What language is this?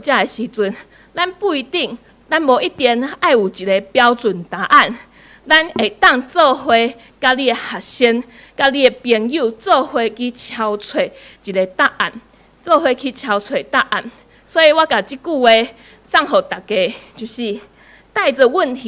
Min Nan Chinese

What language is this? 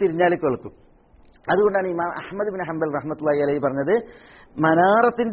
Malayalam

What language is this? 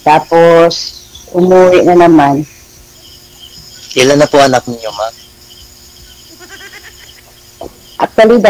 Filipino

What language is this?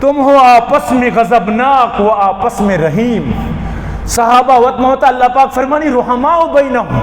Eastern Balochi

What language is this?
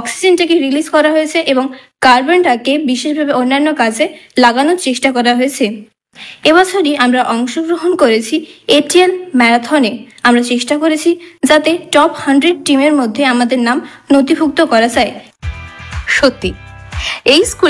Bangla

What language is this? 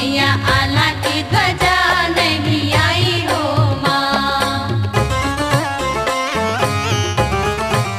Chhattisgarhi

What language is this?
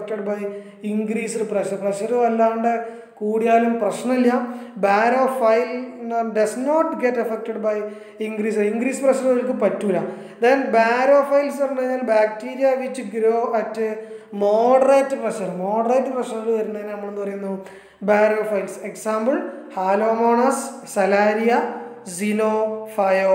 Malayalam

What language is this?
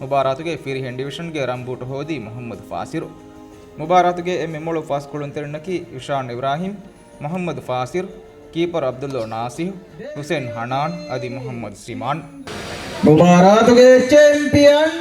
Divehi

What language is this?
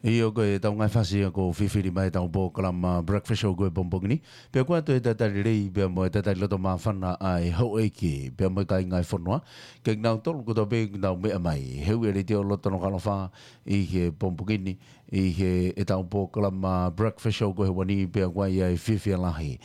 Tongan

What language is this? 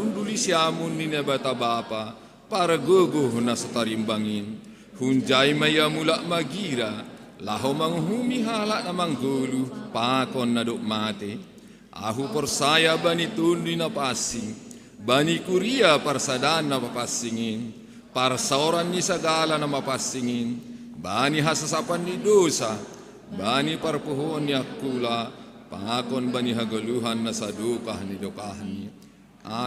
Batak Simalungun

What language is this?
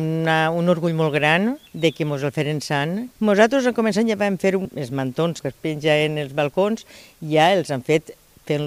Catalan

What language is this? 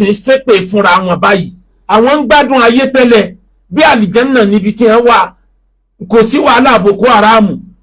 Yoruba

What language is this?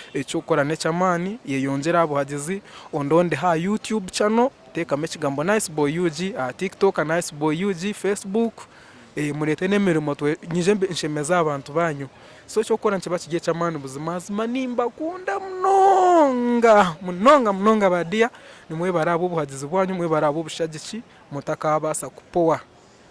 Nyankole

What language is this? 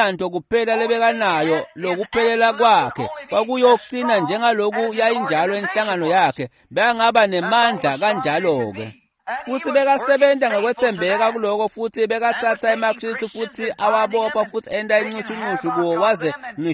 Swati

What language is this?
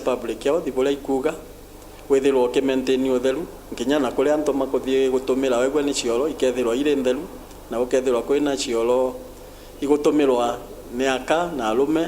Meru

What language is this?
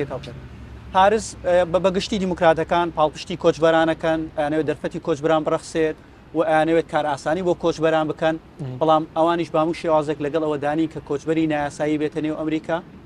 Central Kurdish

